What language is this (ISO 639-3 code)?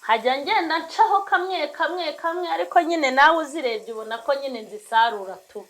kin